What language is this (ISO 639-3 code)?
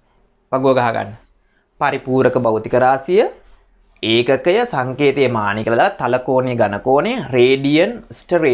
sin